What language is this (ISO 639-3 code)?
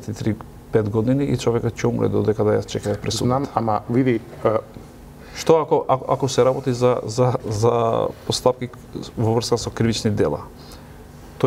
mkd